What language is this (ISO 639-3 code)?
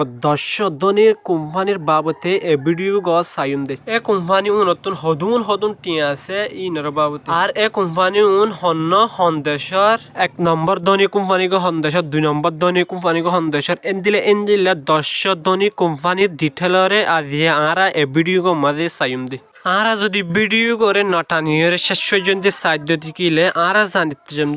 rhg